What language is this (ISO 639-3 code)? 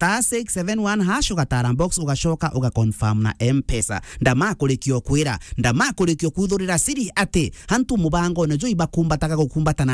mer